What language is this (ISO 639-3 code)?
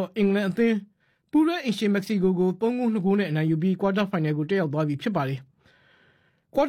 mya